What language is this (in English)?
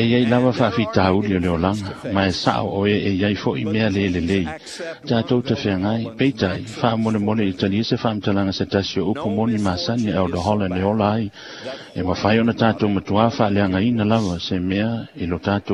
Samoan